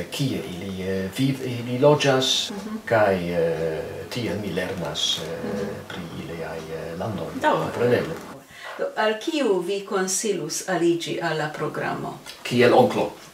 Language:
Esperanto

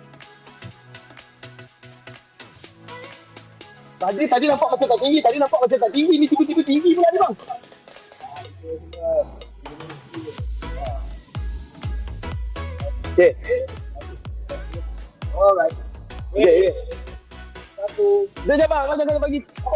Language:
Malay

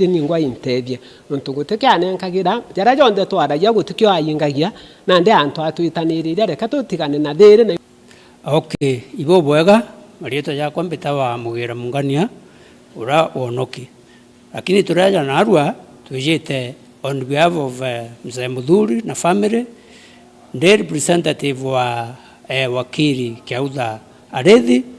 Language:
Meru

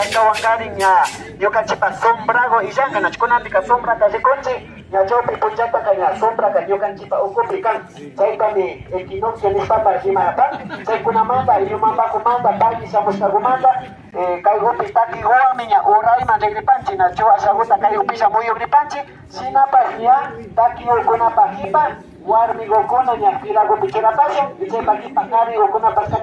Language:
Imbabura Highland Quichua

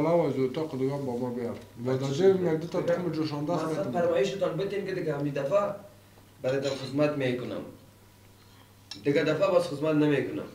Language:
Persian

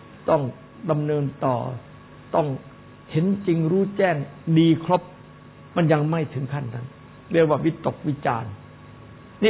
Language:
Thai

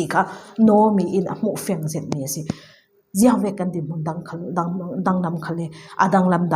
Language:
Falam Chin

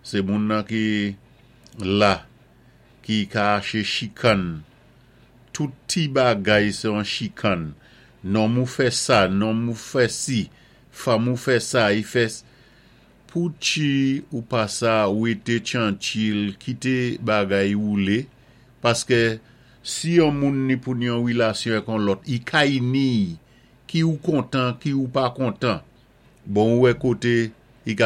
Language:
Saint Lucian Creole French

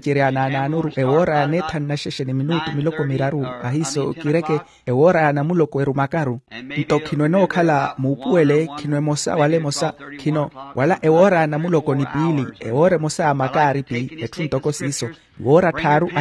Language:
Makhuwa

